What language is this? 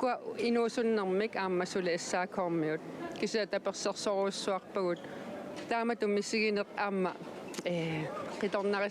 Kalaallisut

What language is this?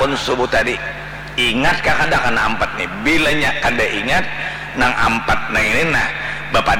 Banjar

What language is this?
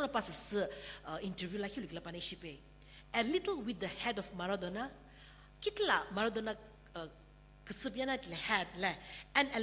Sumi Naga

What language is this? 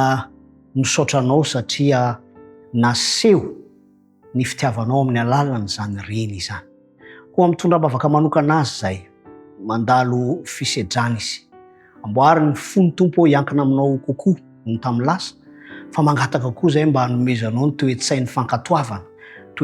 Malagasy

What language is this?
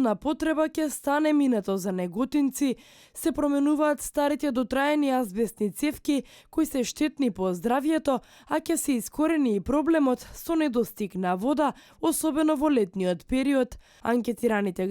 Macedonian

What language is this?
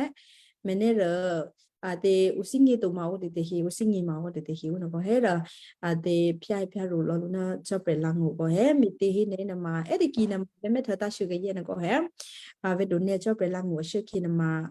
Western Kayah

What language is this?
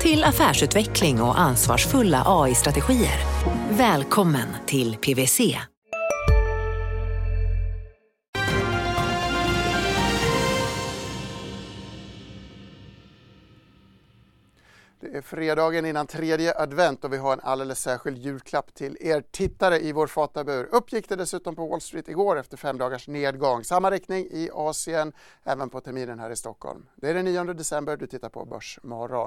Swedish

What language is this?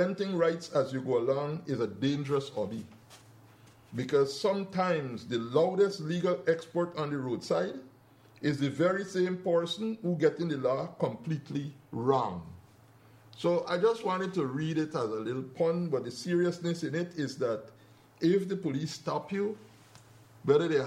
English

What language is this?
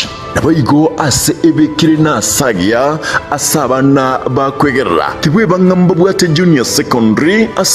Gusii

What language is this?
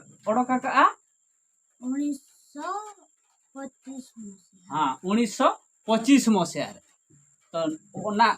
Santali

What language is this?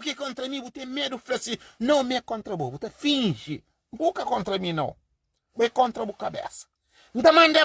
Kabuverdianu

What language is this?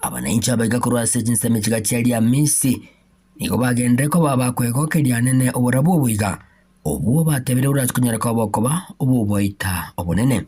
Gusii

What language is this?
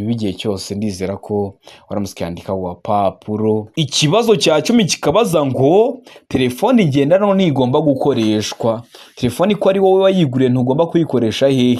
Kinyarwanda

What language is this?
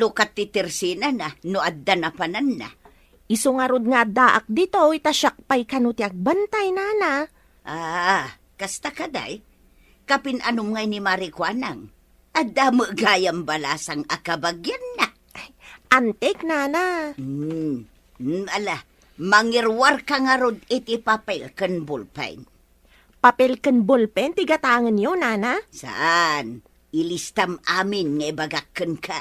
Iloko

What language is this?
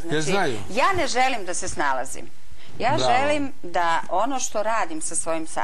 Serbian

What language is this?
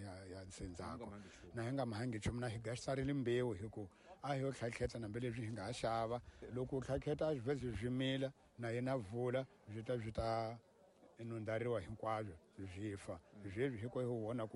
Tsonga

